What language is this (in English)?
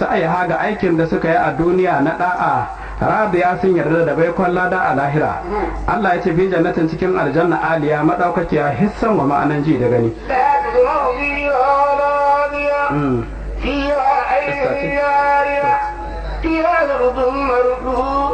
Hausa